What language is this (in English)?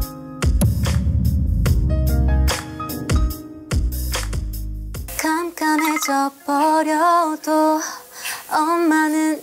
Korean